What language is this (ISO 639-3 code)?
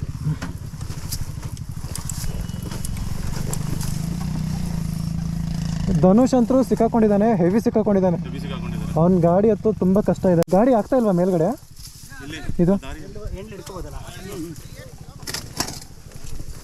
kan